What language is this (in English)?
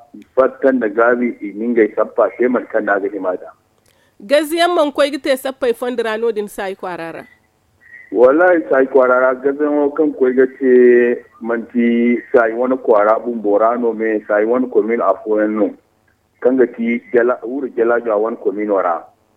Zarma